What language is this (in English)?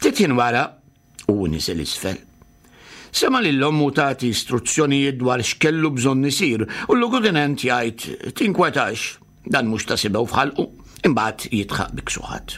Maltese